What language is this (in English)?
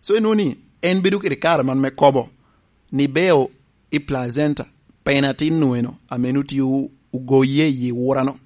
Lango (Uganda)